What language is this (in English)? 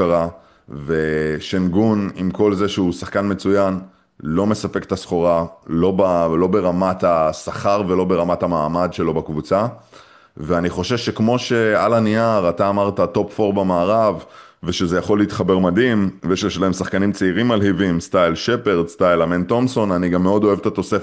Hebrew